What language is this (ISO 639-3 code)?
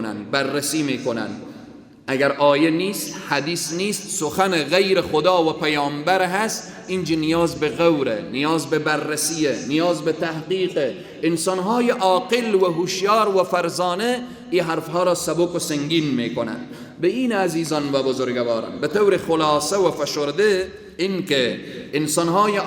fas